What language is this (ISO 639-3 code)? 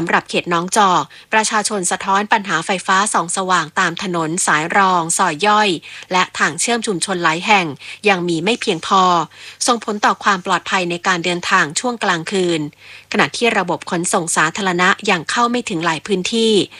tha